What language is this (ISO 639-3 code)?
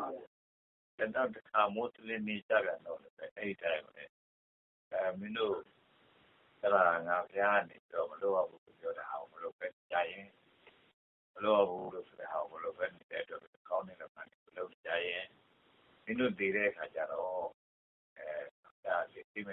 mya